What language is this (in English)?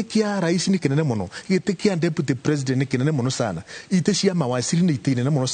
Kikuyu